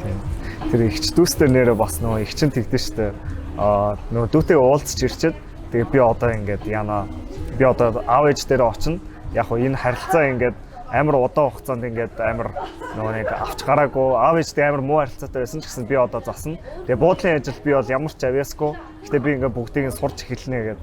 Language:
Mongolian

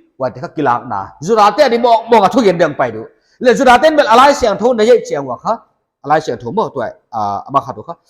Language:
Paite Chin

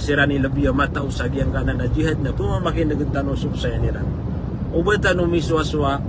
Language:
Maranao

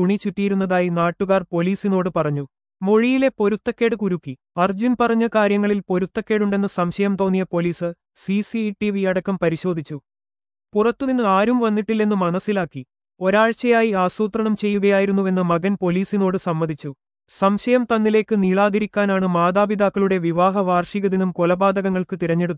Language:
Malayalam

